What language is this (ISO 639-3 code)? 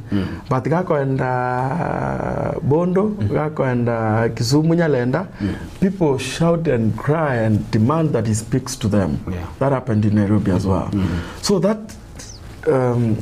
guz